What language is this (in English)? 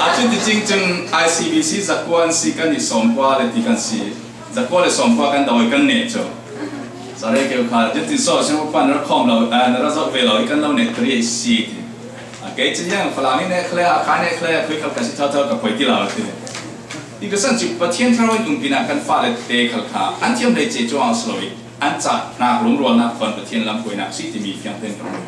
Falam Chin